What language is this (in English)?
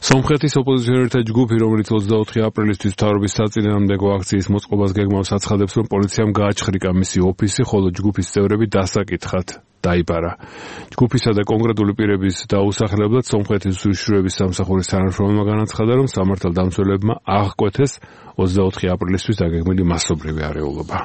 Georgian